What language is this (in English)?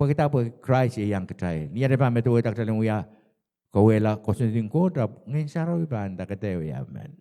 Pohnpeian